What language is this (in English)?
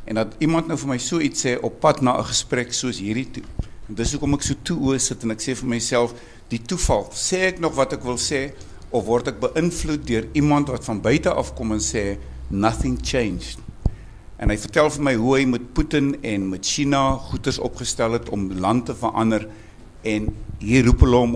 Afrikaans